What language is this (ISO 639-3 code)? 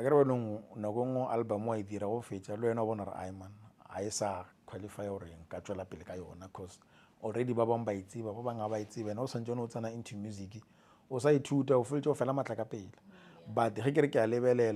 nso